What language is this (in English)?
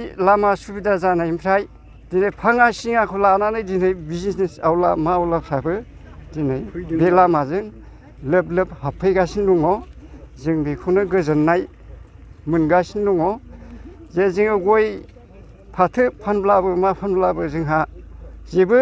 Bodo